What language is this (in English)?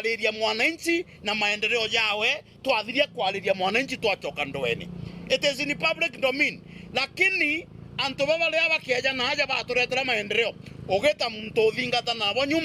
Meru